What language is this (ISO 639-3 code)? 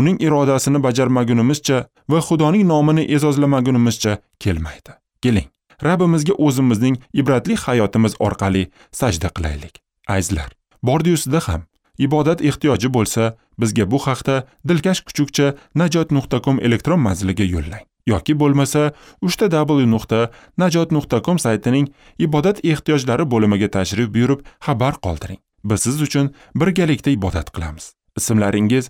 uzb